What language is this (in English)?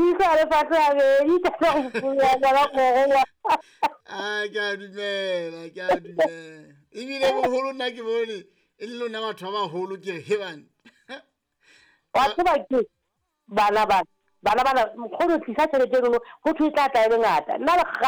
Southern Sotho